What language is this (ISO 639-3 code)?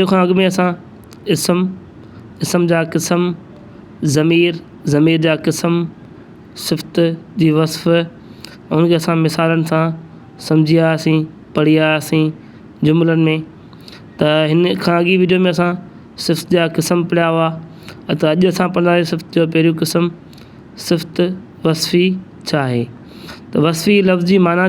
snd